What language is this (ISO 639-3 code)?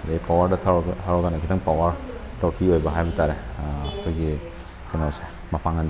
mni